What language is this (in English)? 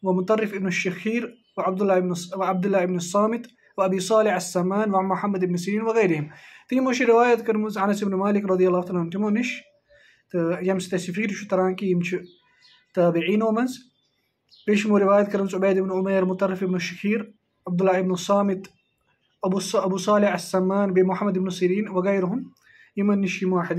Kashmiri